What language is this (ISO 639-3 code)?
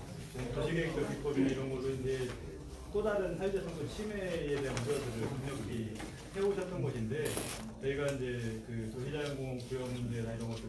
kor